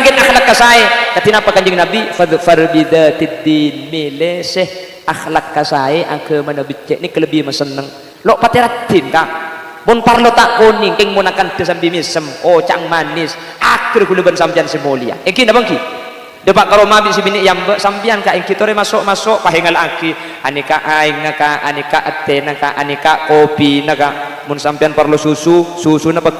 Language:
Madurese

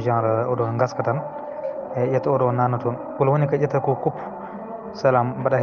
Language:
Fula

